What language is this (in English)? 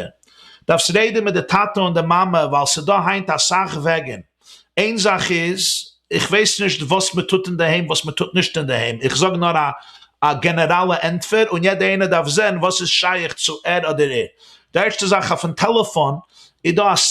Yiddish